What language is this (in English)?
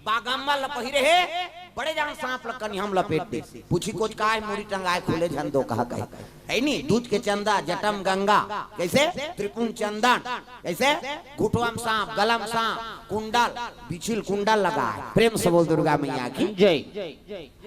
Chhattisgarhi